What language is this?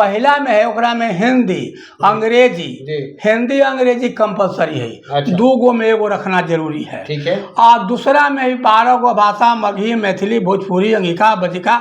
Magahi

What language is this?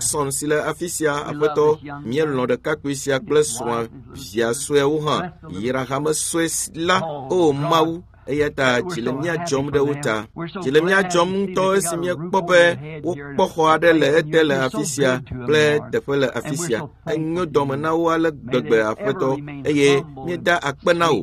Ewe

